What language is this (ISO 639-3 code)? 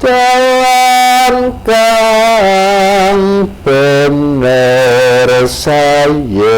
jav